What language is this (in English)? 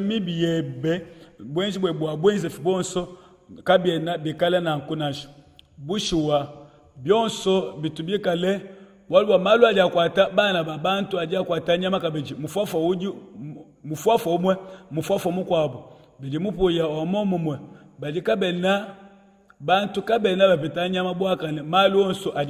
Luba-Lulua